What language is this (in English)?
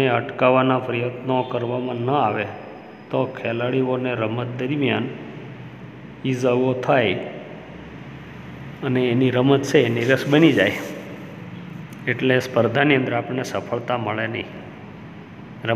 Gujarati